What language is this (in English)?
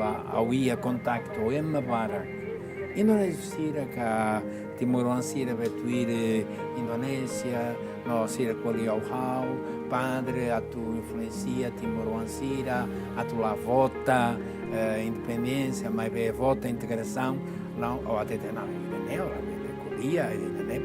Tetum